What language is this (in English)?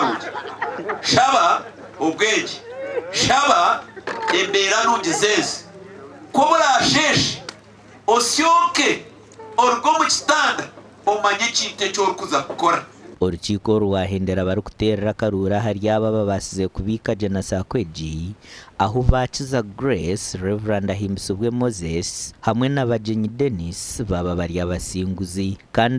Nyankole